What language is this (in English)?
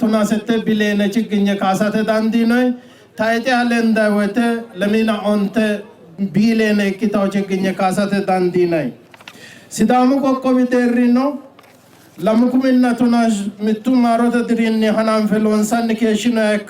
Sidamo